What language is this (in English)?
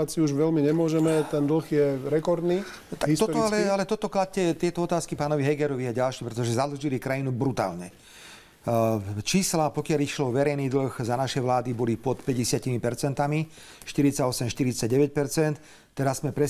Slovak